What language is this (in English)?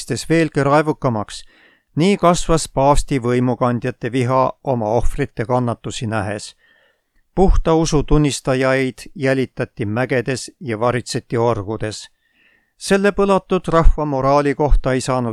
Estonian